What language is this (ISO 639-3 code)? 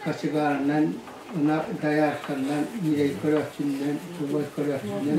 sah